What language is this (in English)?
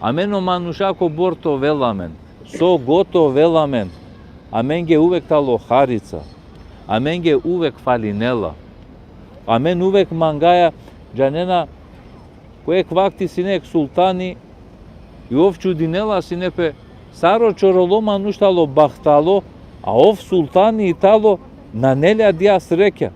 Balkan Romani